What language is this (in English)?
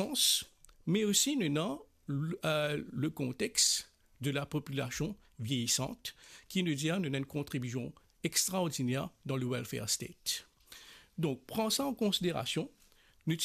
Morisyen